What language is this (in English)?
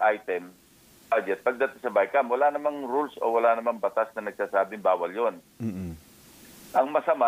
Filipino